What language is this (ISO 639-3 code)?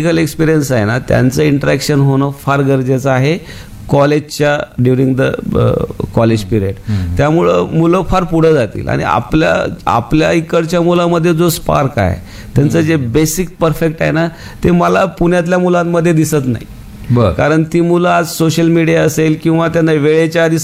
mar